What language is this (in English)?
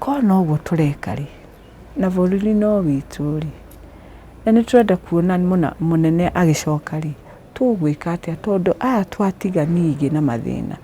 Kikuyu